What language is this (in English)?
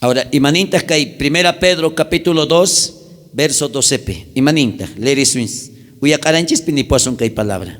South Bolivian Quechua